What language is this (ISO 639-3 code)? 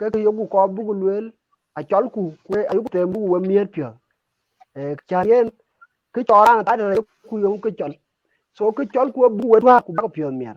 din